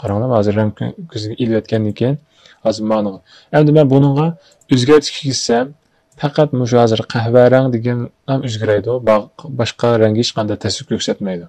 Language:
Uyghur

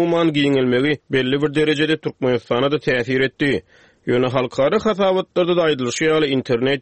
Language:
Turkmen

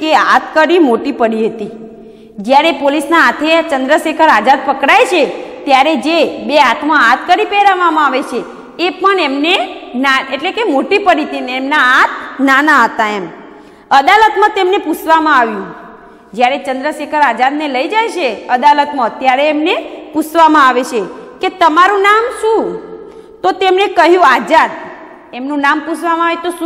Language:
Gujarati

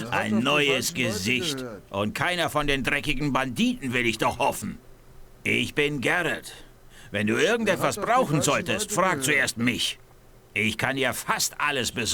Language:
Bavarian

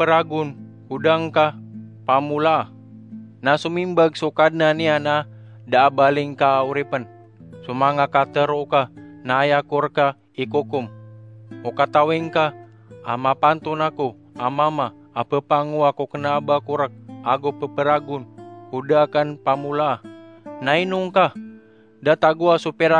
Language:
Maranao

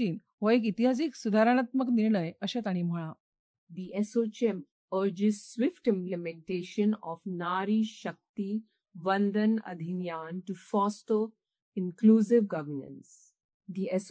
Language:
Konkani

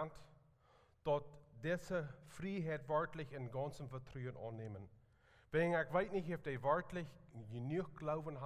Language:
Plautdietsch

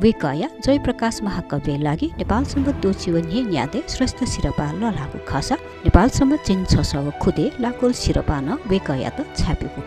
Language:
Newari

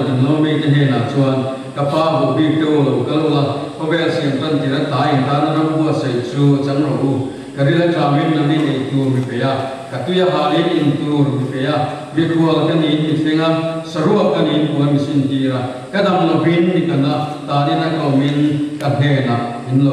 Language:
Mizo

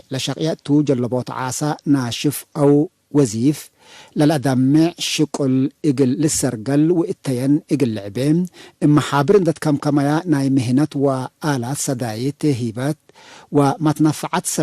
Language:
Tigre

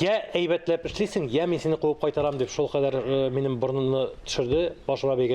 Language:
Tatar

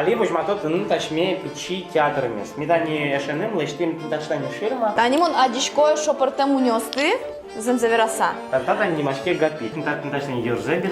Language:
Udmurt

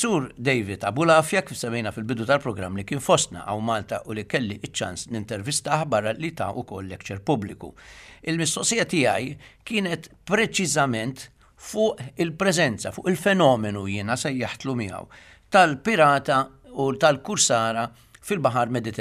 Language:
Maltese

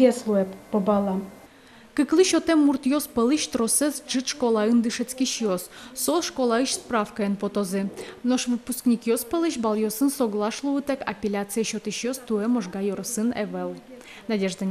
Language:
Udmurt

